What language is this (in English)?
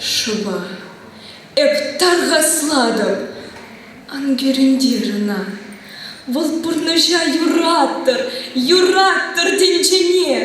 Chuvash